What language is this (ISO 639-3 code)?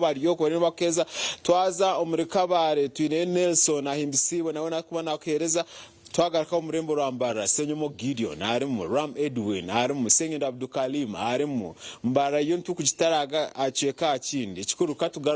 nyn